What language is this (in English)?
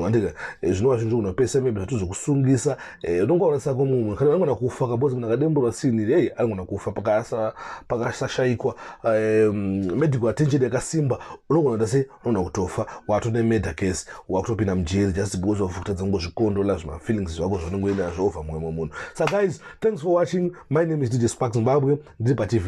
Shona